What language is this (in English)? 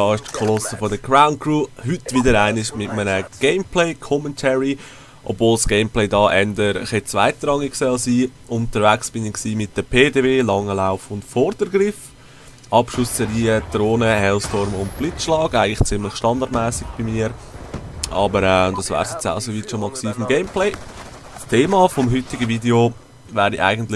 Swiss German